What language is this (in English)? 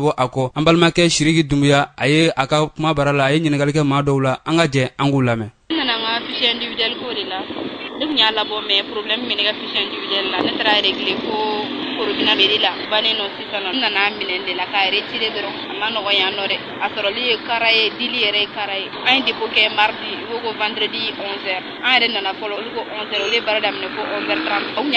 Bambara